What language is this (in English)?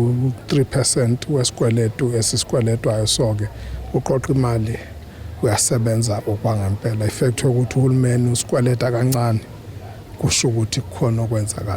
Zulu